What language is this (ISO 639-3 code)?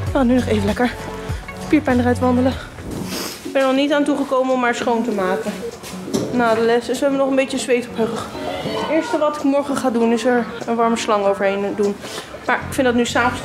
nld